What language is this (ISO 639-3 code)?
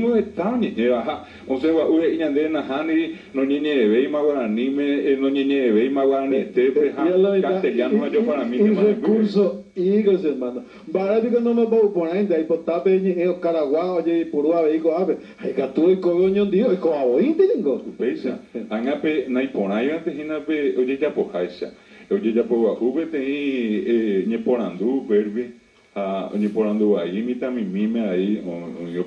grn